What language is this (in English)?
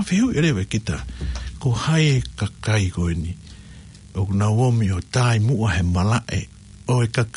Tongan